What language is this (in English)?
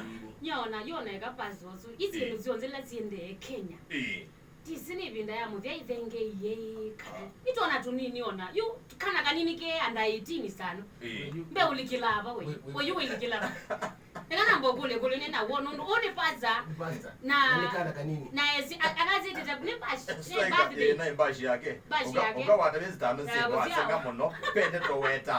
Kamba